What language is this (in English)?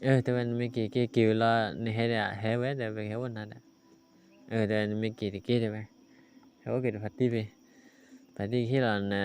S'gaw Karen